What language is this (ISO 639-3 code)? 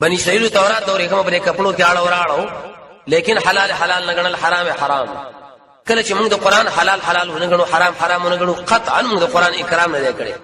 pus